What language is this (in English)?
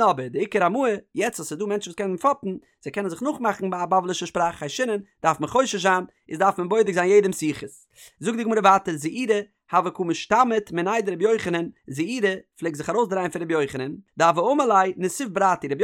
Yiddish